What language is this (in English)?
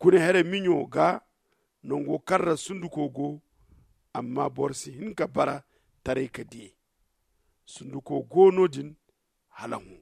Zarma